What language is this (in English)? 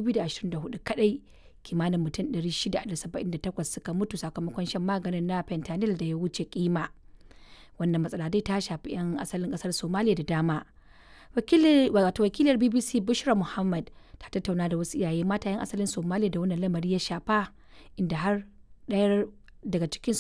Hausa